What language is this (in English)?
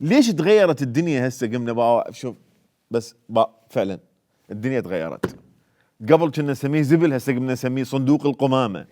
Mesopotamian Arabic